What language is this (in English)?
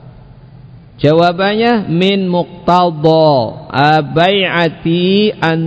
Indonesian